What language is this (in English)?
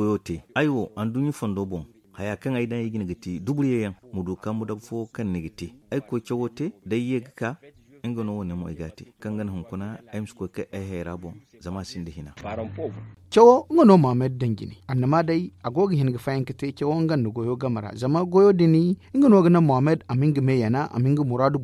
Zarma